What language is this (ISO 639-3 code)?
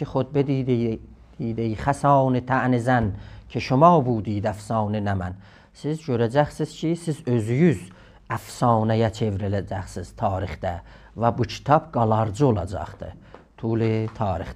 azb